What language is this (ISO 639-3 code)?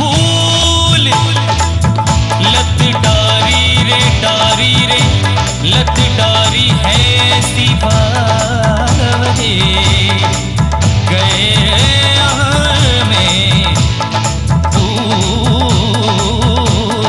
bho